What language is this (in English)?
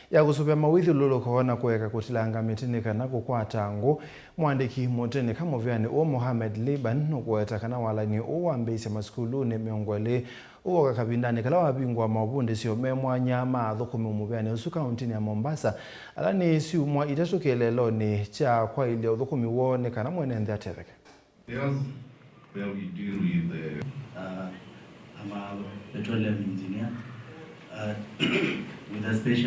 Kamba